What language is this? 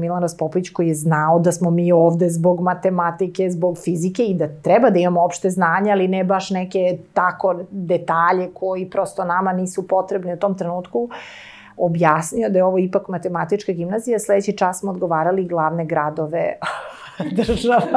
Serbian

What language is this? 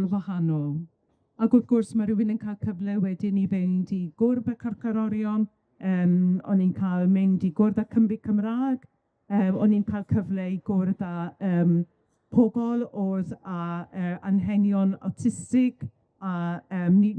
Welsh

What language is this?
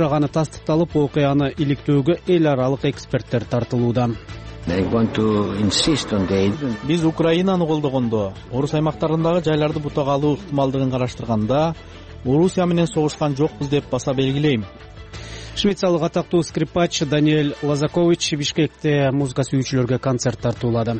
Kyrgyz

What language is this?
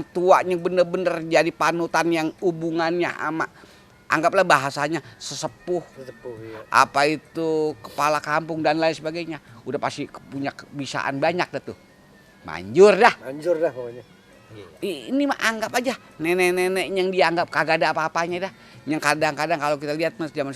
Betawi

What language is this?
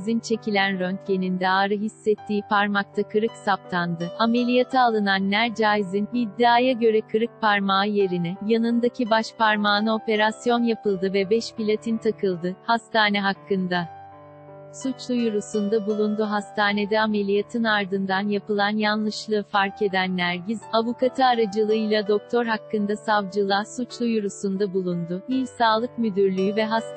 Turkish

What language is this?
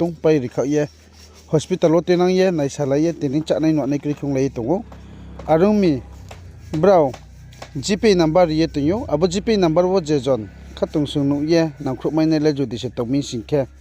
Riang (India)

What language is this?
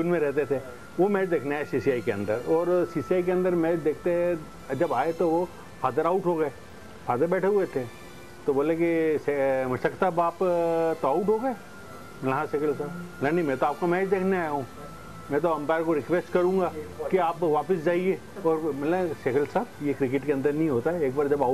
Hindi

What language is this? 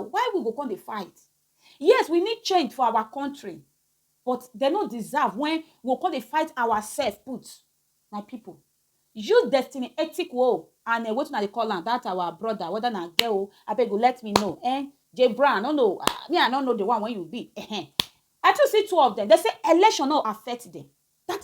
Nigerian Pidgin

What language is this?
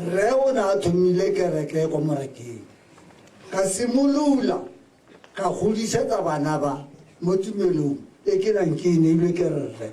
Tswana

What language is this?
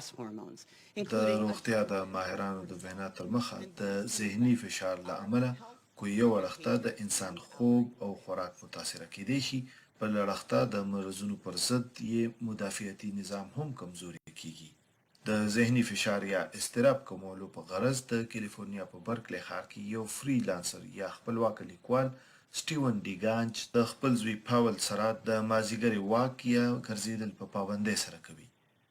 Pashto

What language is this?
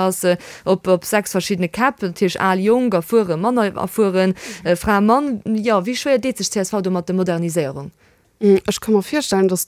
Luxembourgish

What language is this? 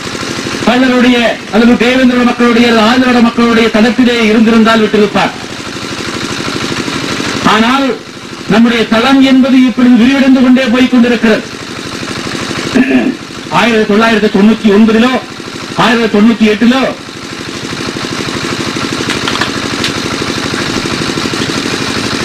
Tamil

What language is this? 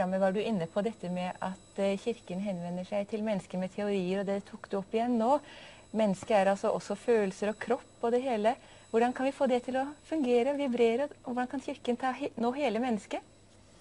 Norwegian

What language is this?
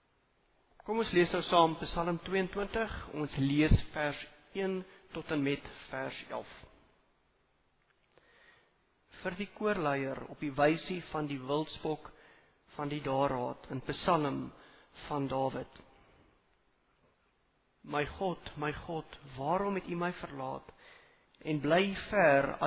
Afrikaans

